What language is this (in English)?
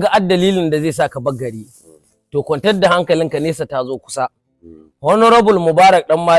Hausa